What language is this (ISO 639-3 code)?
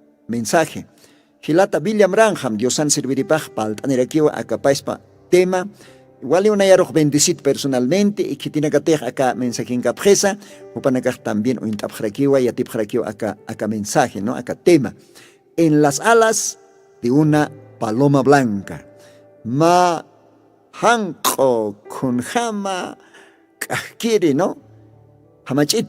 aym